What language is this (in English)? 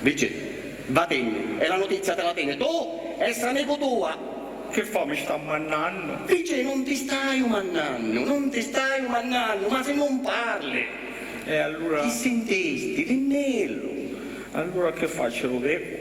Sicilian